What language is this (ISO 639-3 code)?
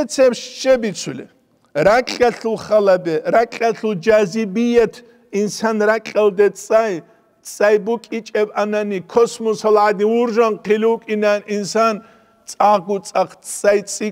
ava